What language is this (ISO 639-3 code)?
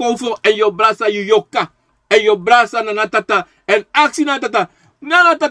srn